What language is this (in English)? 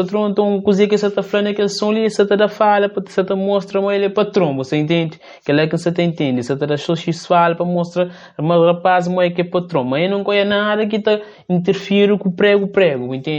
Kabuverdianu